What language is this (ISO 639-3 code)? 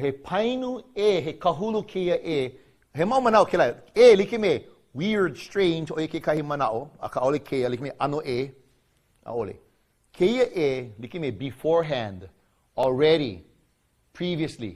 haw